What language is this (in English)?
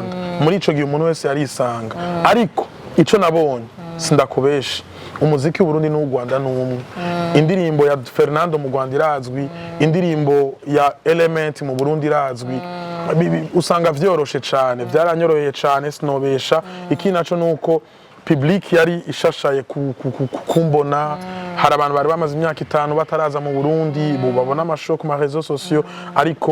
Rundi